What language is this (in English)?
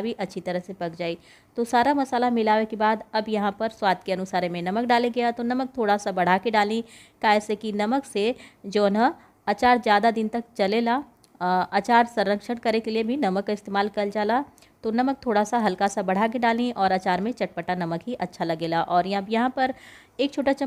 Bhojpuri